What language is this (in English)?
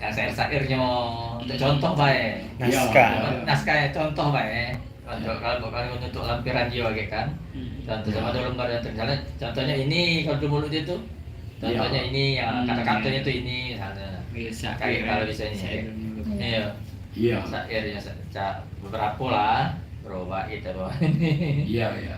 Musi